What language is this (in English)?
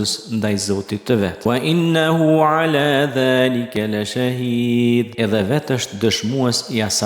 Albanian